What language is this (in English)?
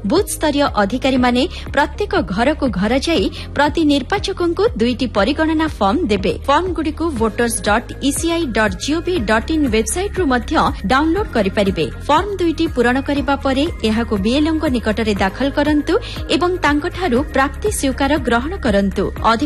Odia